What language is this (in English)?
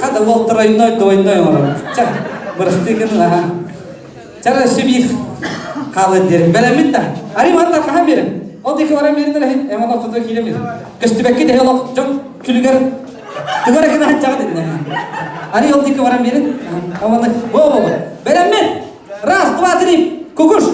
Yakut